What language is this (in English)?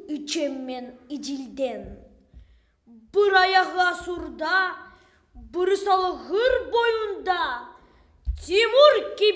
Crimean Tatar